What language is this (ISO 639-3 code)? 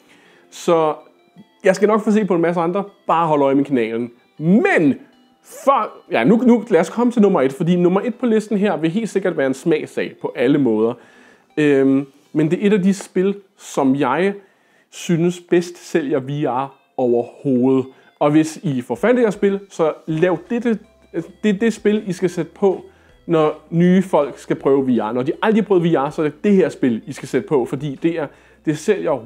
dan